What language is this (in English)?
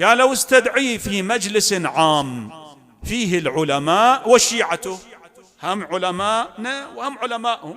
Mesopotamian Arabic